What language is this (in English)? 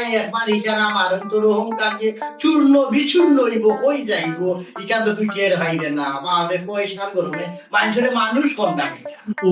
Sylheti